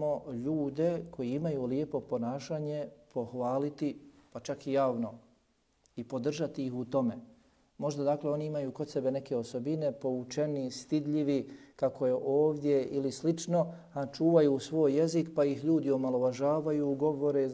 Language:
Bosnian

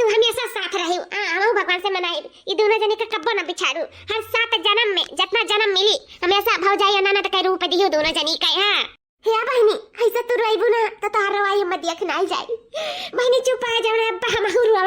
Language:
Awadhi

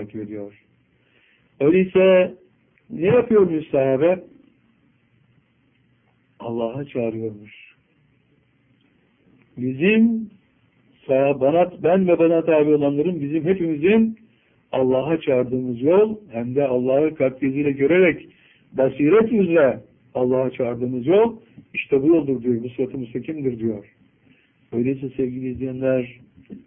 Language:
Turkish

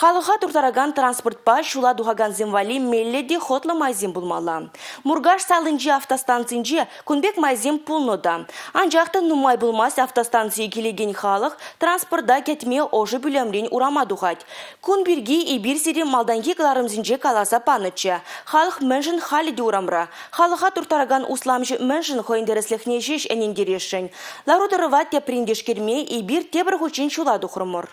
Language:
Chuvash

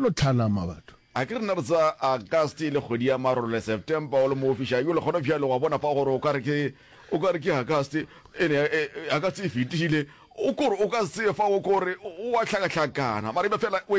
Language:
Northern Sotho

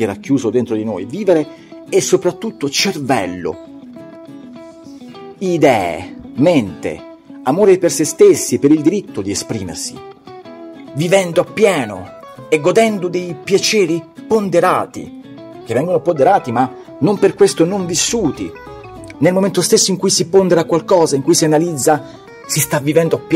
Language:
Italian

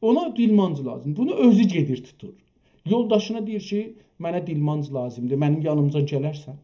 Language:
South Azerbaijani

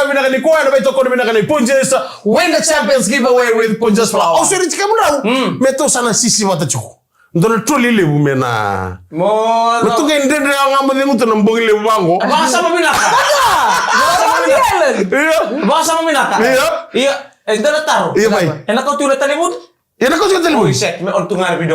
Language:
Fijian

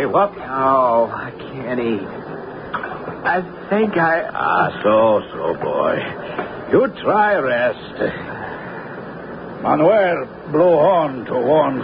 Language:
English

